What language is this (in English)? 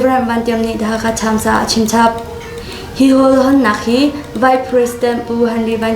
Hakha Chin